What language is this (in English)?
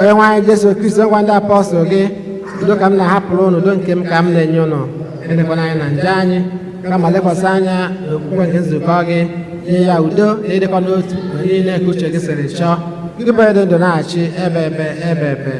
Igbo